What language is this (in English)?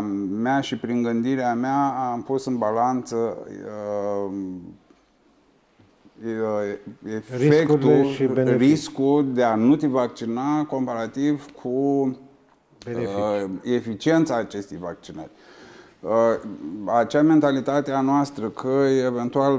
Romanian